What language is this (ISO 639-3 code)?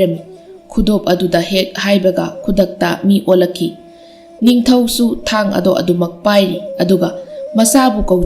mni